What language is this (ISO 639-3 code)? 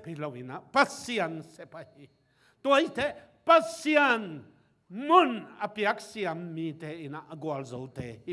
ctd